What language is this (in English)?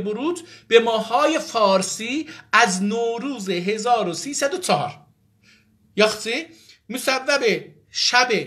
South Azerbaijani